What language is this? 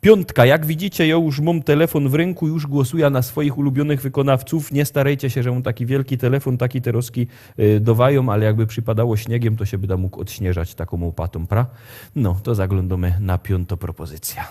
Silesian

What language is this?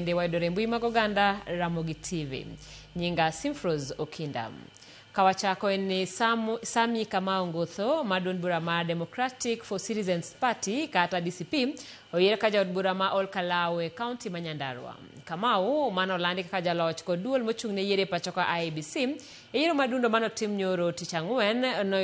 Luo (Kenya and Tanzania)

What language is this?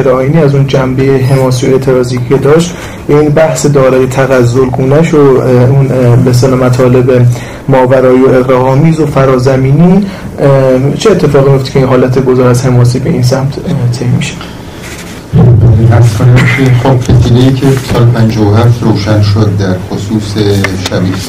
Persian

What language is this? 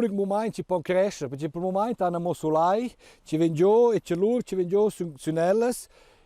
Romansh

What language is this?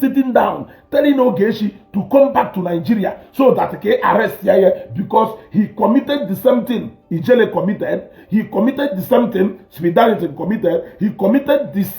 Igbo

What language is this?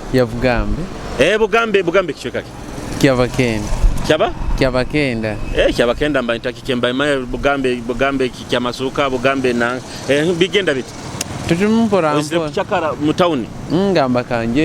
Nyoro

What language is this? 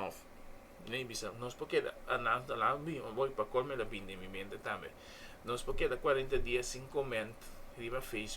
Papiamento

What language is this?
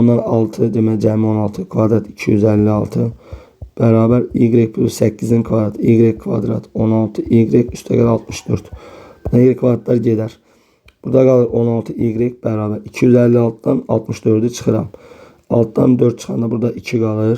Azerbaijani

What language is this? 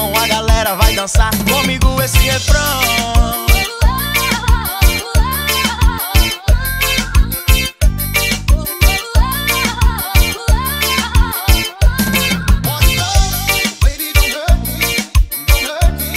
Portuguese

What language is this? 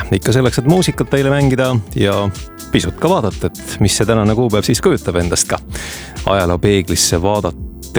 Estonian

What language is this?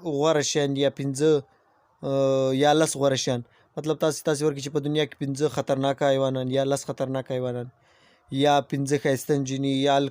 Pashto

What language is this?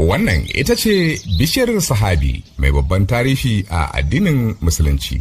Hausa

